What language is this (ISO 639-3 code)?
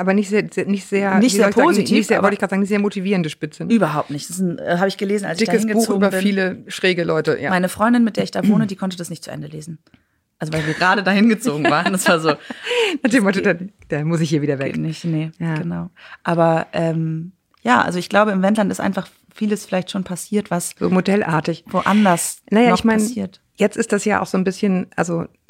deu